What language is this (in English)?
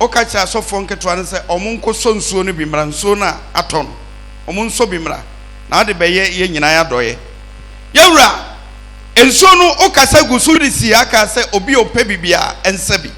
Akan